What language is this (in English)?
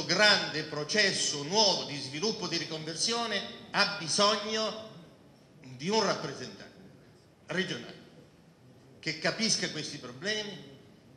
Italian